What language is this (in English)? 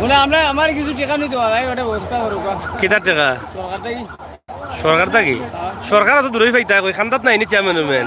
Sylheti